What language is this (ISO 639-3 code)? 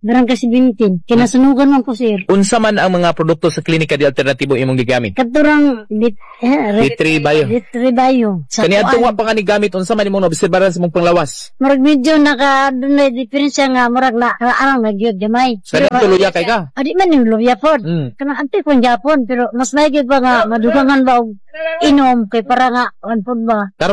ceb